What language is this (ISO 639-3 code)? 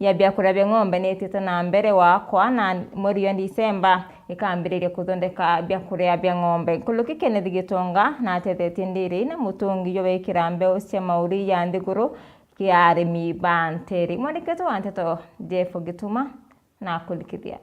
mer